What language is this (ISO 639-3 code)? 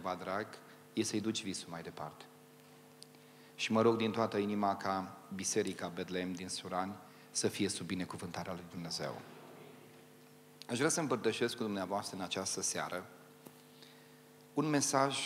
ron